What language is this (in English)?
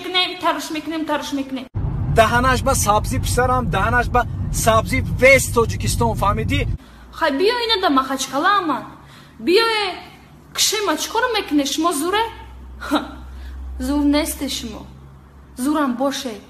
Tajik